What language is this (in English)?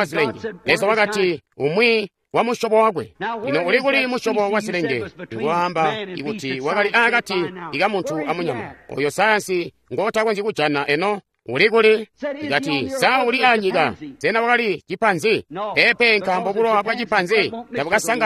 Tonga (Zambia)